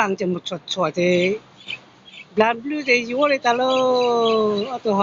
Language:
Hmong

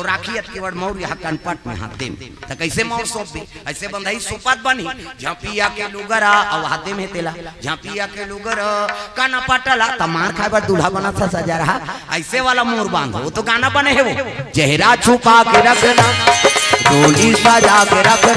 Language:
Chhattisgarhi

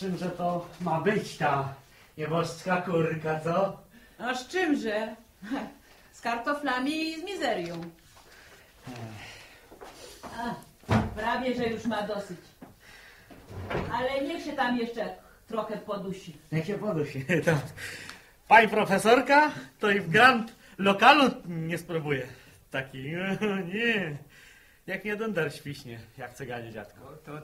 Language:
Polish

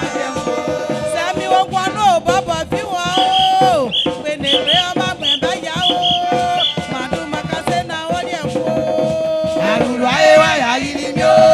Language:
Baoulé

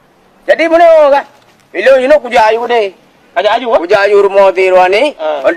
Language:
Achinese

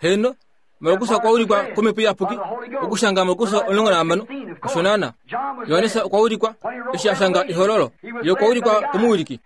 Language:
Kuanyama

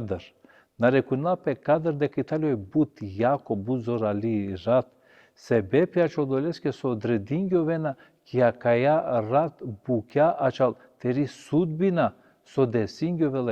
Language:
Balkan Romani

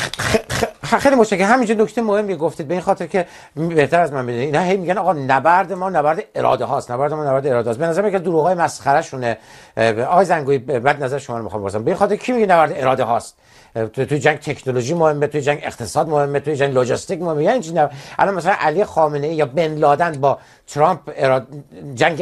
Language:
Persian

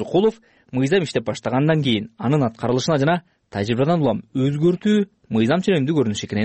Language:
Kyrgyz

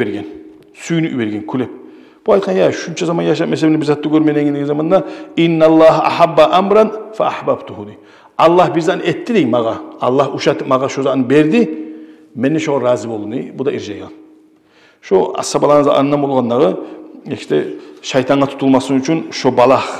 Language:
Kumyk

